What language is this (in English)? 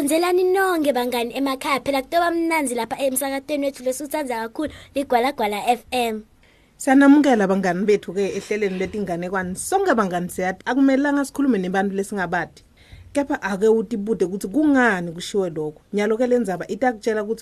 Swati